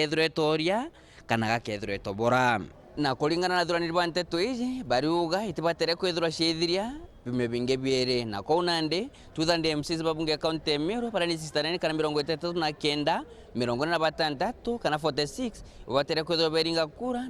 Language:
Meru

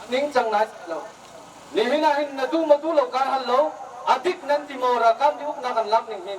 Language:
Hakha Chin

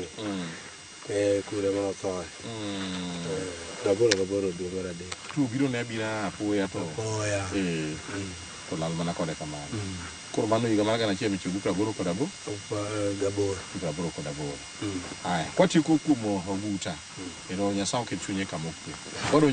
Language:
Luo (Kenya and Tanzania)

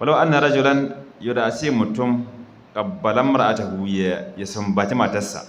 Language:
Hausa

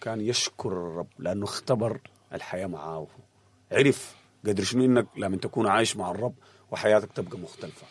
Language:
Sudanese Arabic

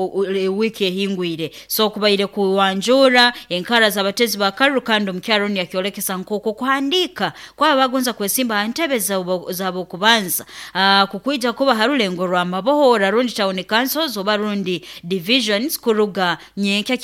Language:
Nyoro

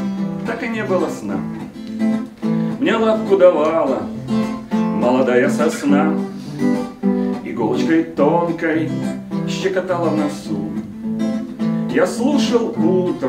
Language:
Russian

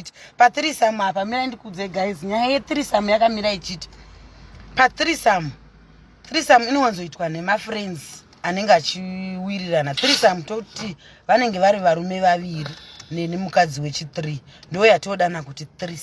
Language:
Shona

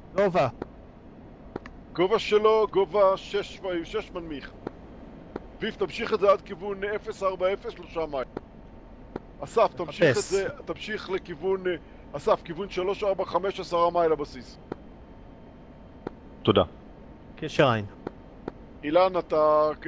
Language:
Hebrew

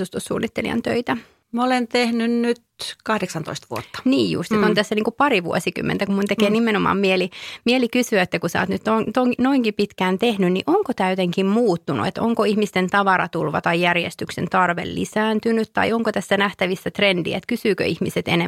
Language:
Finnish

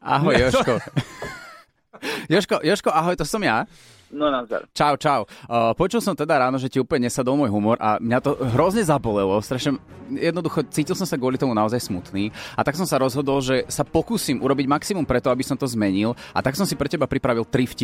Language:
Slovak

